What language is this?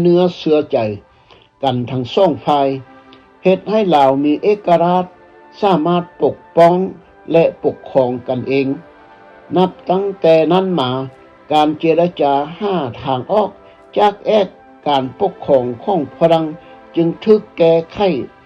Lao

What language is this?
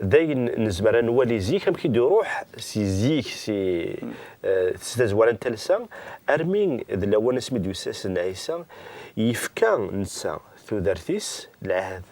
Kabyle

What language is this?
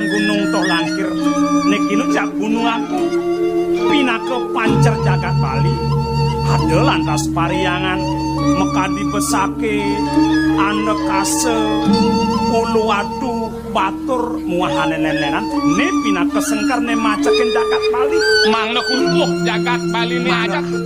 Balinese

